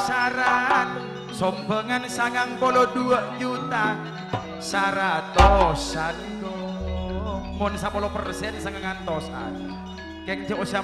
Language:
Madurese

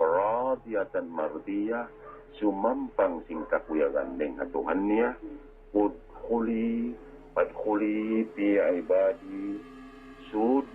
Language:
Tausug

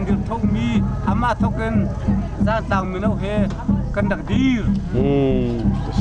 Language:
Hakha Chin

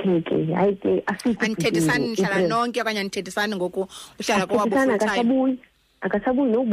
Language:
Xhosa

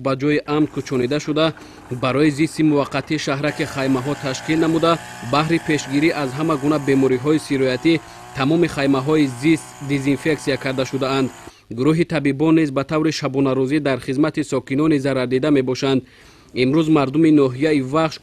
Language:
Tajik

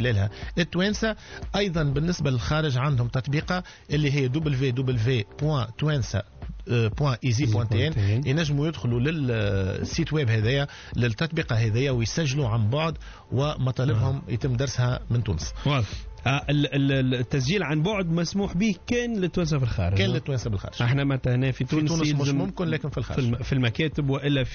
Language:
Tunisian Arabic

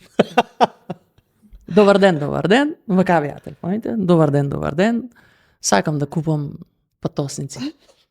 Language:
Macedonian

